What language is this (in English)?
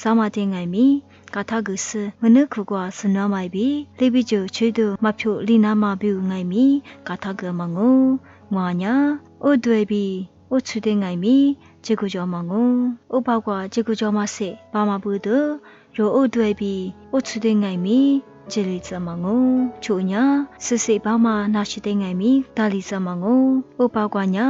Lisu